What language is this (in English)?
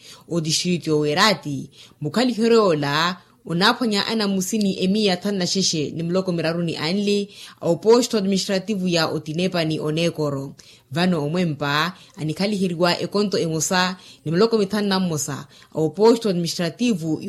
Makhuwa